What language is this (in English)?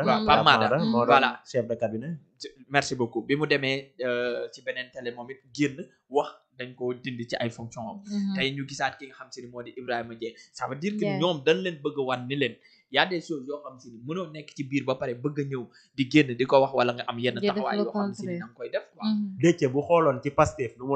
Wolof